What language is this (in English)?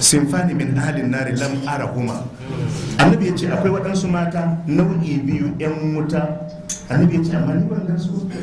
Hausa